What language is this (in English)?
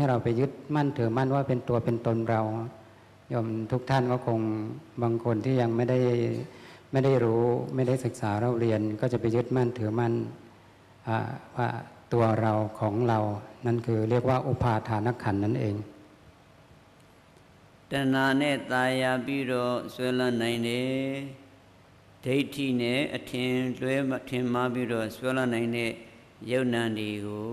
Thai